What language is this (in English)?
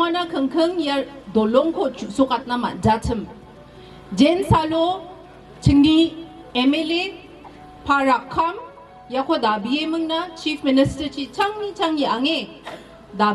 Garo